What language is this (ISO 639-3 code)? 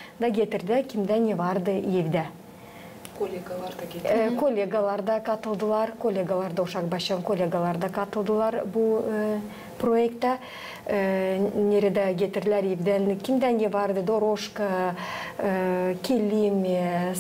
gag